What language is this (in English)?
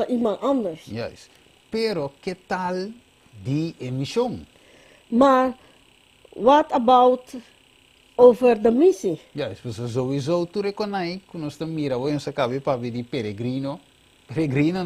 Papiamento